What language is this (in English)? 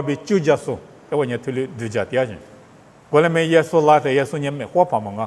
Lisu